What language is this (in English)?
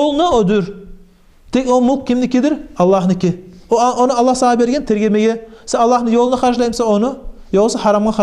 Kumyk